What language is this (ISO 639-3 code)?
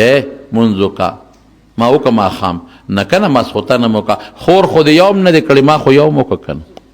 pus